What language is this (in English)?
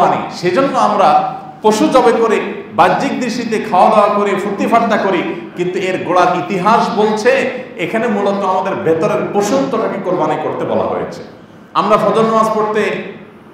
Bangla